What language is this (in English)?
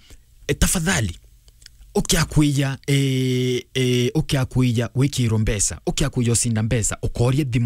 Meru